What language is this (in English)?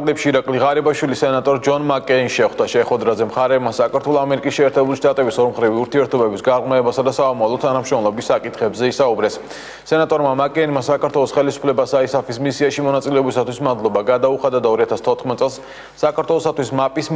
Georgian